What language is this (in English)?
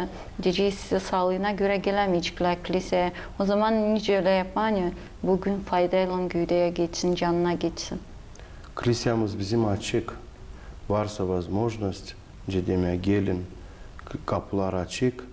Gagauz